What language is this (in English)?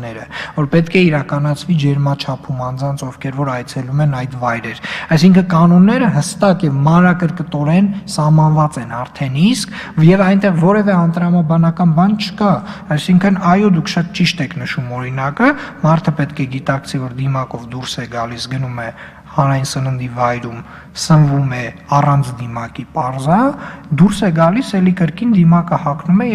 Armenian